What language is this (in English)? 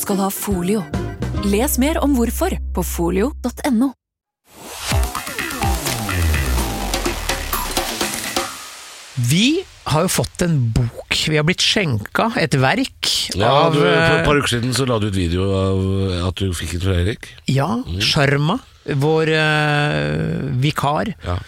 Norwegian